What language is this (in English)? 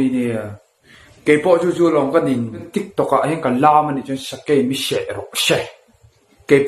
Mizo